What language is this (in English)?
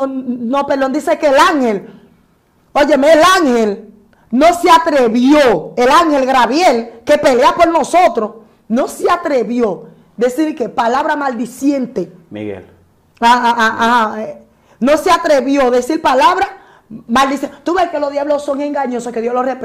Spanish